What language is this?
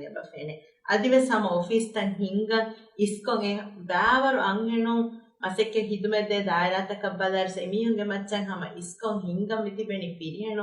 Divehi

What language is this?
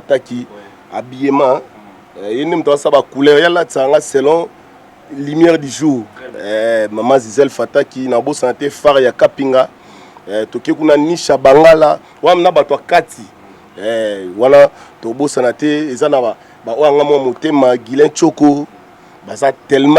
Lingala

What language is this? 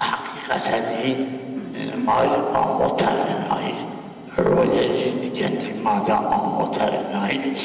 Zaza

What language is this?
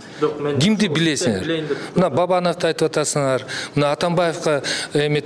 Kyrgyz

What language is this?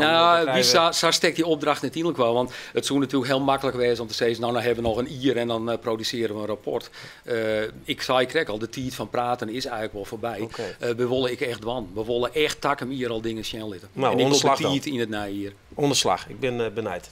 Western Frisian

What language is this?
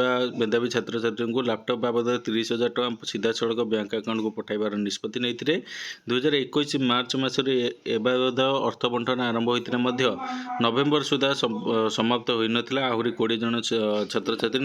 Odia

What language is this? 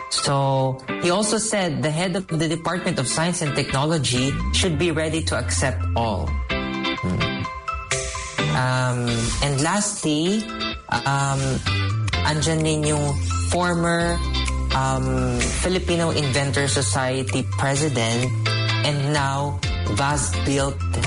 Filipino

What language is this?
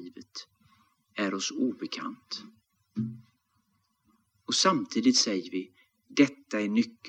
Swedish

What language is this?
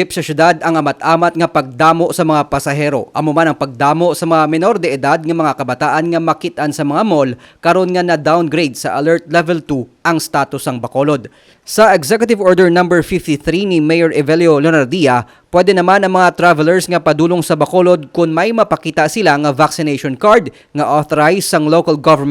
Hiligaynon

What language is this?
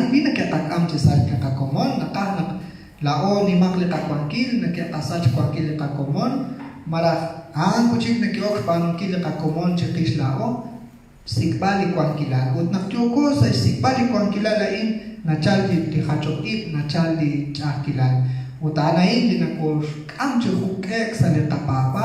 Kekchí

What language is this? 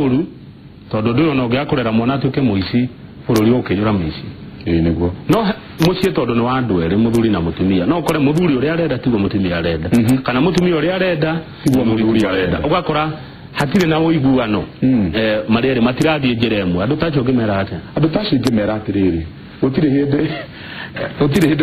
Kikuyu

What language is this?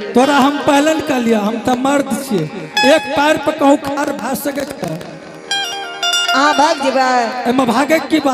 Angika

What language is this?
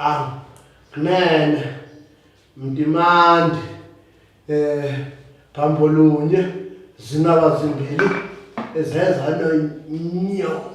Zulu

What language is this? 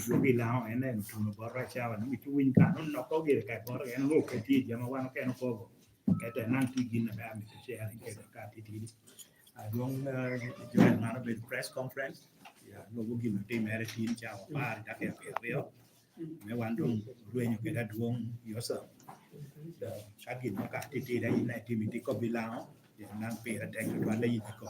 Lango (Uganda)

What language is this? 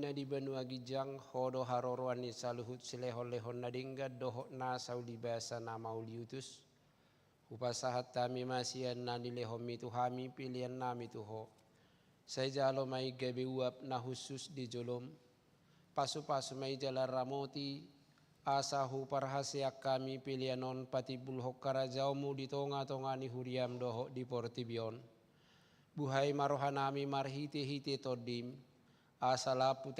Batak Toba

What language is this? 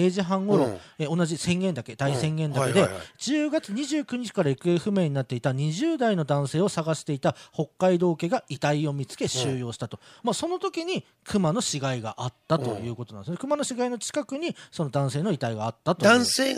Japanese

